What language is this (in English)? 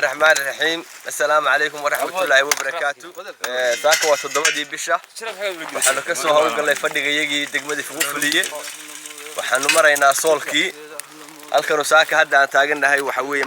Somali